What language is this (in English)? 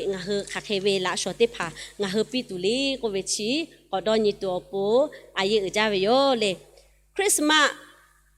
Lahu